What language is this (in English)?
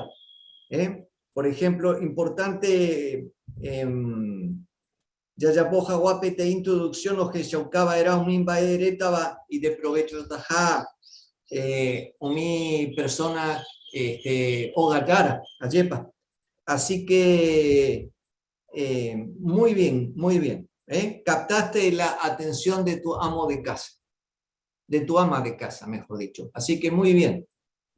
Guarani